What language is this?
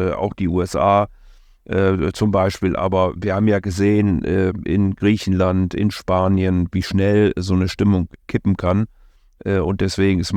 German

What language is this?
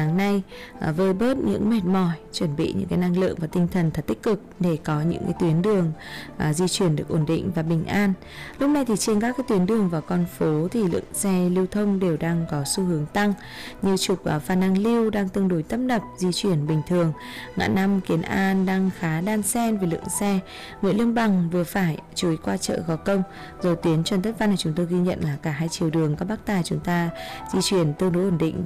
Vietnamese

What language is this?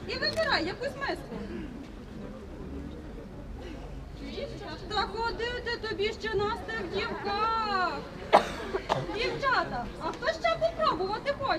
Ukrainian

